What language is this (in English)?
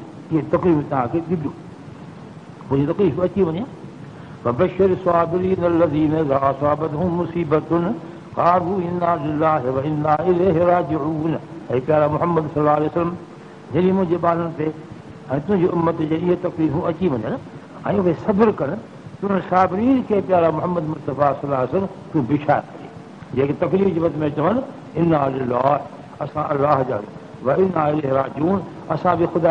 Sindhi